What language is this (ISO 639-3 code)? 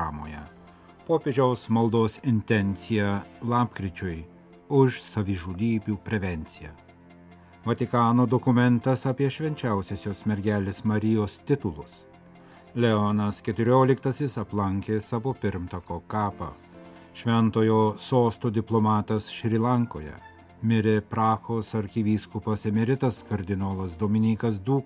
lit